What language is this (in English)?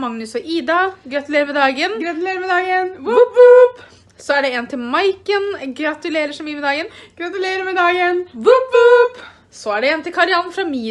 Norwegian